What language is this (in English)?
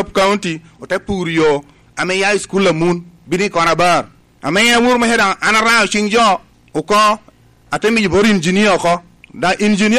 Lango (Uganda)